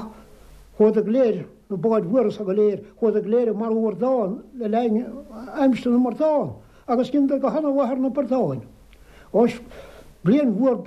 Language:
Irish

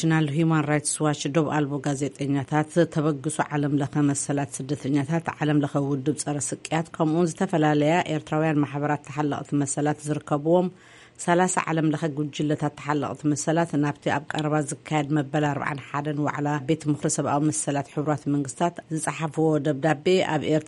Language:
Tigrinya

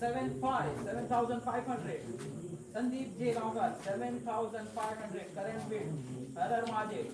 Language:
Konkani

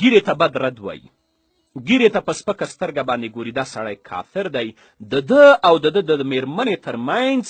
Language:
Pashto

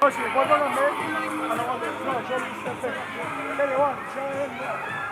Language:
Neapolitan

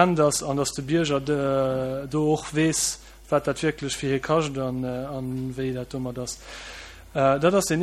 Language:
Luxembourgish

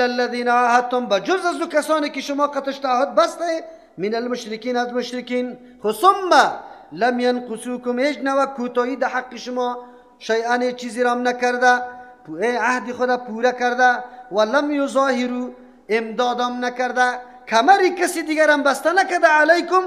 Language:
Persian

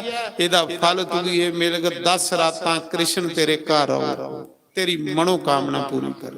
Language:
Dogri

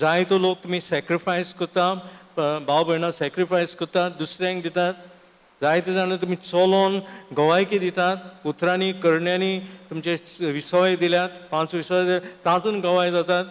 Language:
Konkani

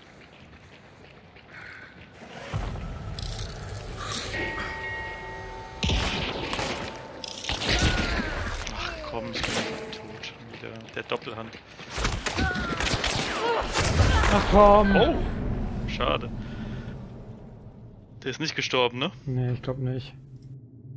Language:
German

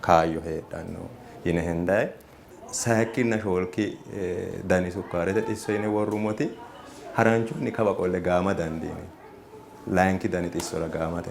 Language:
Sidamo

